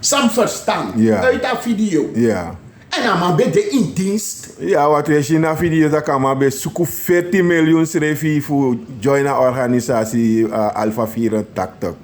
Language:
Sranan Tongo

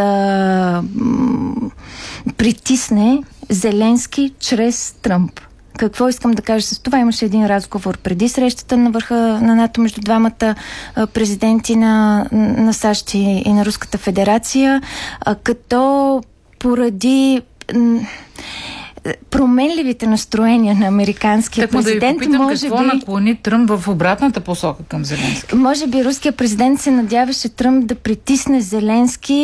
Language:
Bulgarian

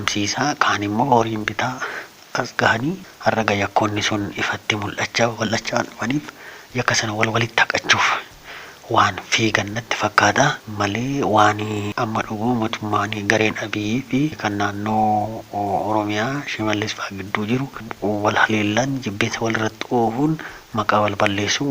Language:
Oromo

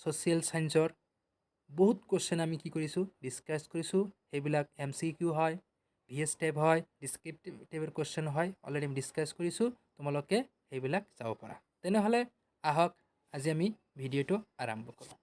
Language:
Assamese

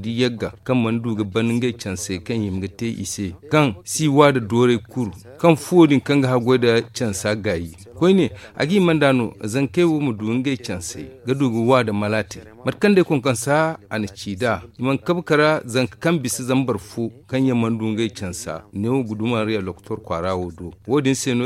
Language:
Zarma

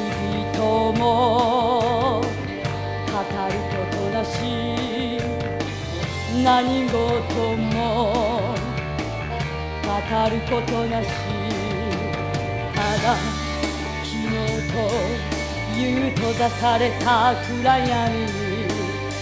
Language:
Japanese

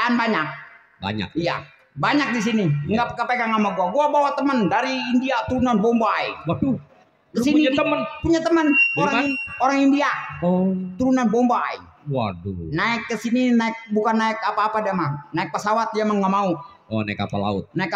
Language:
Betawi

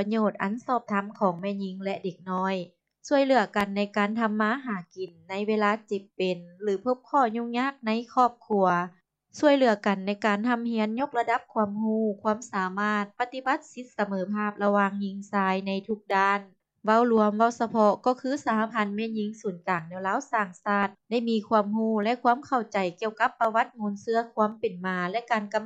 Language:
Lao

